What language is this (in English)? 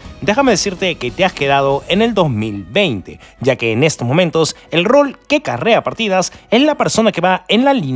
Spanish